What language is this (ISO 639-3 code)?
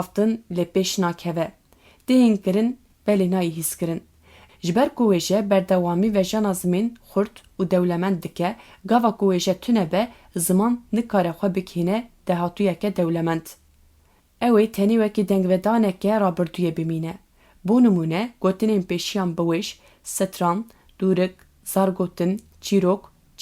kur